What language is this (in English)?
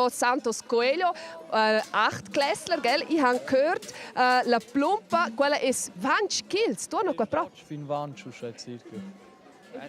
Romansh